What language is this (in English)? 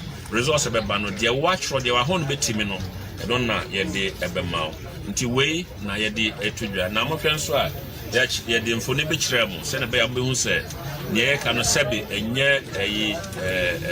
Akan